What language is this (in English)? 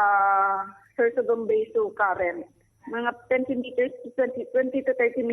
Bikol